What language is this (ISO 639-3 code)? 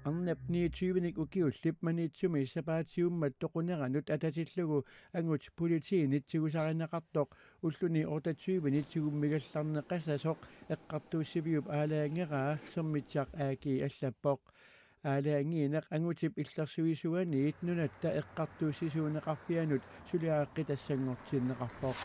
kal